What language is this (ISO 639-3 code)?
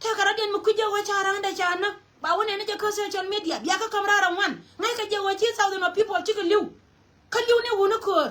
nus